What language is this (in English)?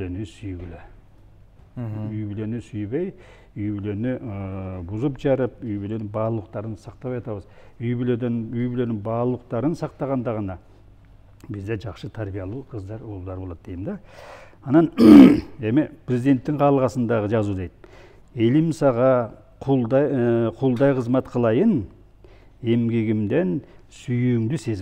Kyrgyz